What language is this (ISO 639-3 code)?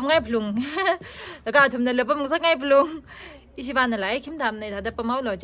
nmf